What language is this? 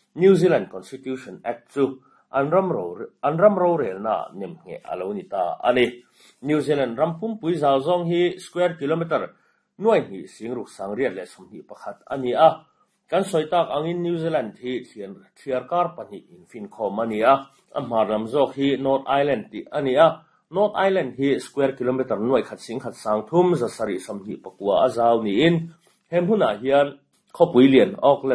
Mizo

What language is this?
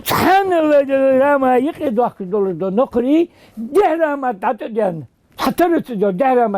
Ingush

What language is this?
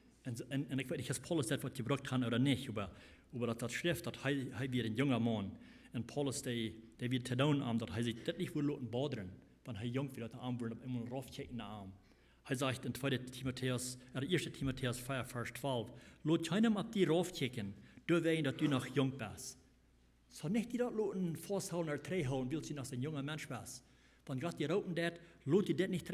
Plautdietsch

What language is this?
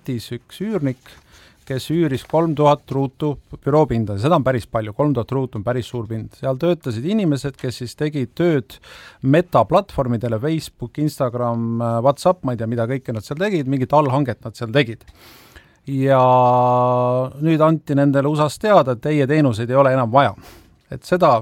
Estonian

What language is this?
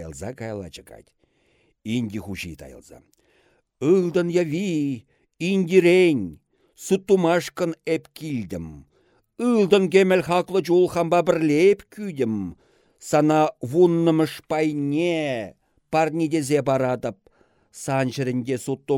Chuvash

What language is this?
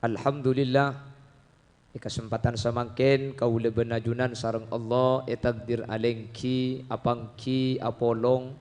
Madurese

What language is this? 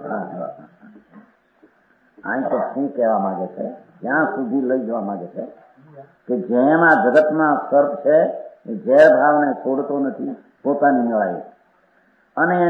Gujarati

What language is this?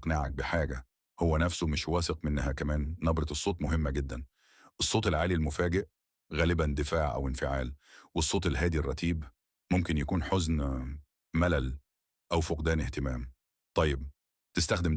Egyptian Arabic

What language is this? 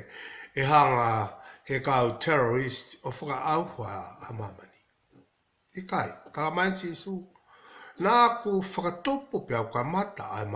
Tongan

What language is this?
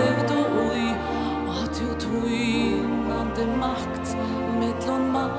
Faroese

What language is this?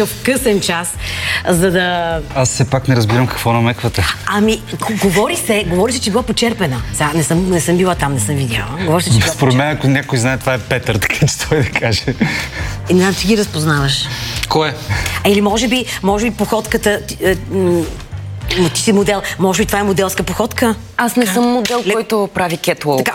Bulgarian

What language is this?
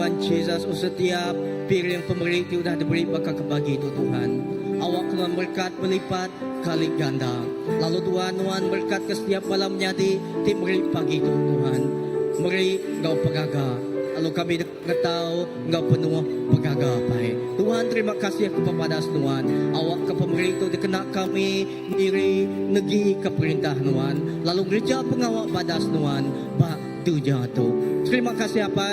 Iban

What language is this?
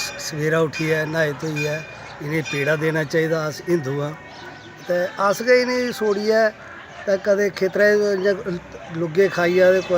Dogri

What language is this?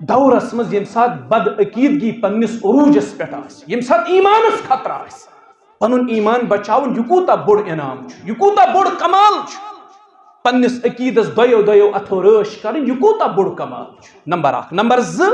Kashmiri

